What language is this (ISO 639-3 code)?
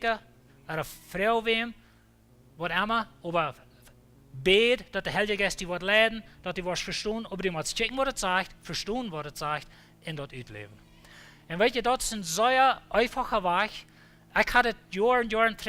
pdt